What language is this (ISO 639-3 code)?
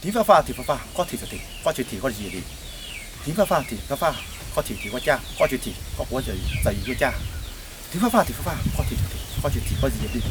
hmn